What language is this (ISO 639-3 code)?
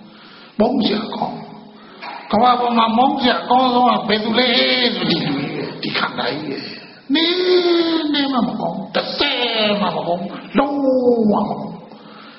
mya